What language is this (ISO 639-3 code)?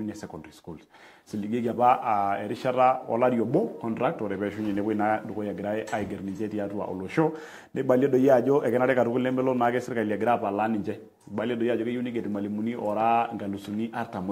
mas